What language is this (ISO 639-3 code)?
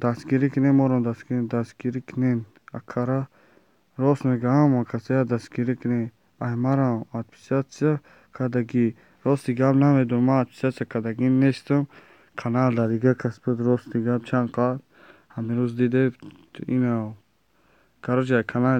tgk